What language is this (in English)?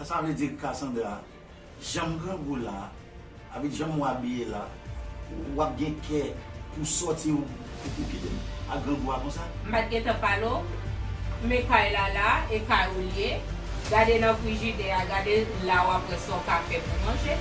Haitian Creole